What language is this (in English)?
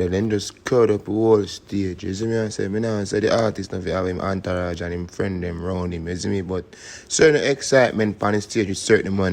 Jamaican Creole English